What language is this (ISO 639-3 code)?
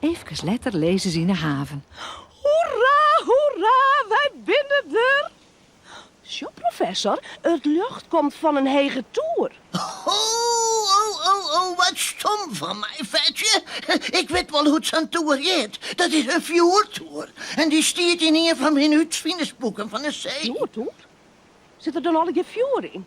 fry